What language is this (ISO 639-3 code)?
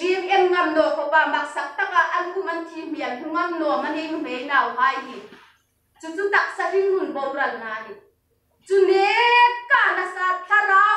hmr